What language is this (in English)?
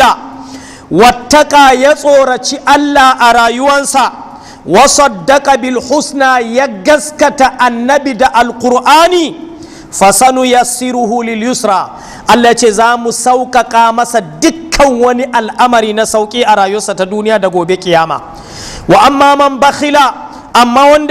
Hausa